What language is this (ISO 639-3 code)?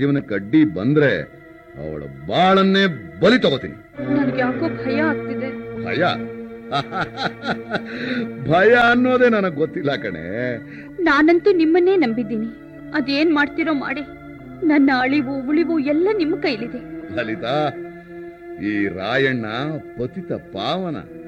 kan